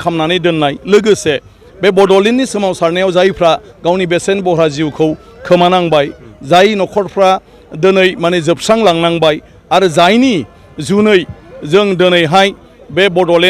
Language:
Bodo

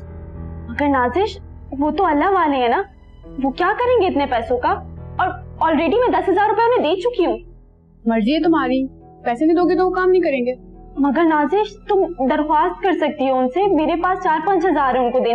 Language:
Hindi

